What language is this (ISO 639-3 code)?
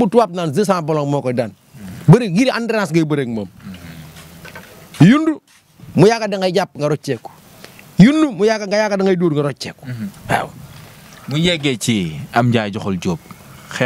wol